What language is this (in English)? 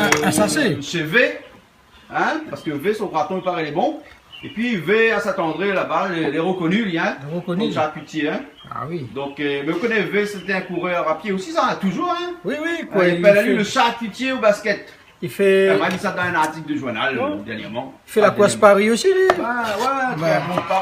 Réunion Creole French